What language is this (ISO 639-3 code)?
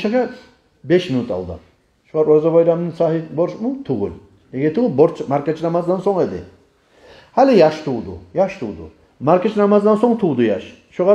kum